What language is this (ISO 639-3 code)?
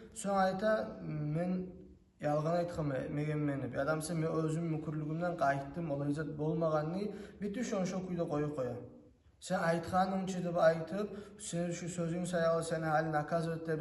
kum